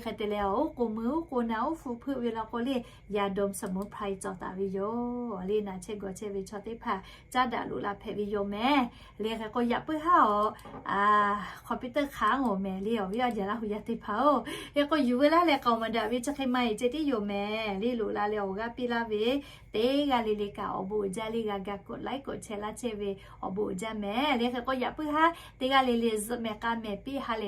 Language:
Lahu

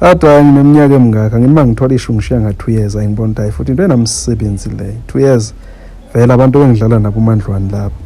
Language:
Zulu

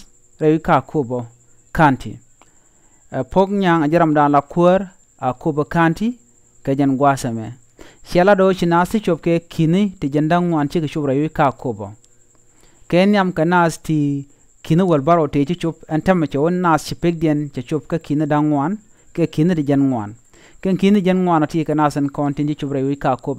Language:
Nuer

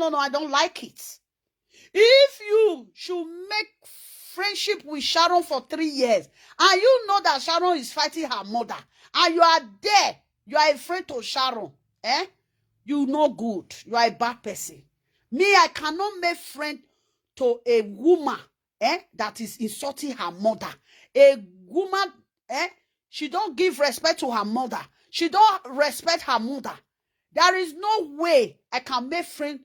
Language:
Nigerian Pidgin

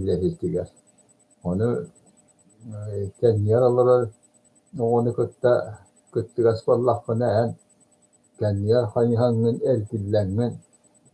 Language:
Yakut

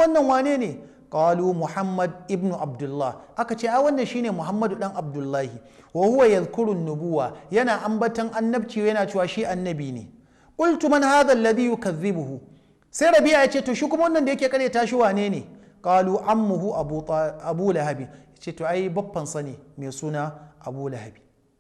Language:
Hausa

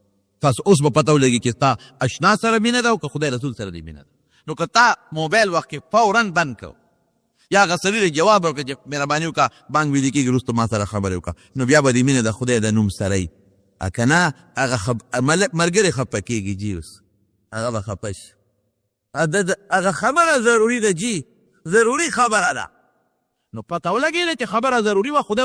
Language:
Pashto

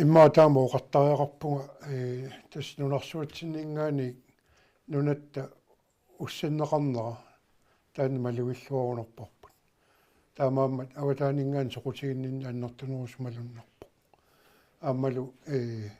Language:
Kalaallisut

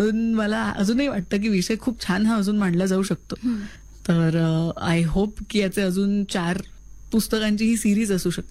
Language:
Marathi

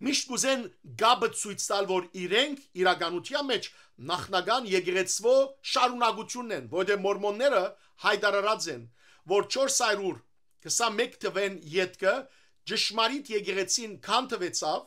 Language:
Western Armenian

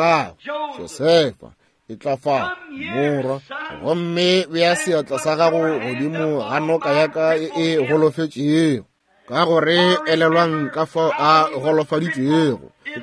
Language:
Northern Sotho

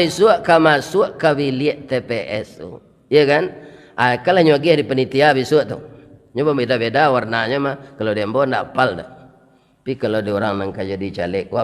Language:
Minangkabau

